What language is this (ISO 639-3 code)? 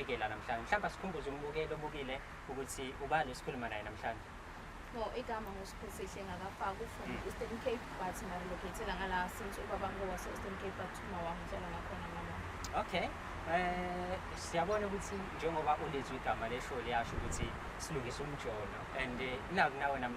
zul